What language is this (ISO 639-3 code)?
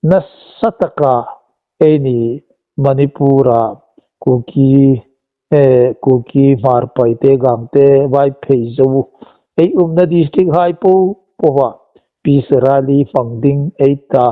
hmr